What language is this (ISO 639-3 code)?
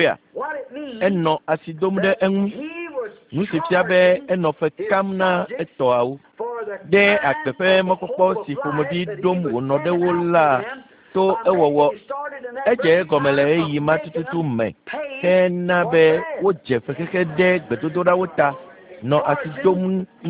ewe